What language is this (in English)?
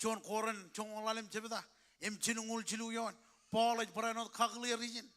Marshallese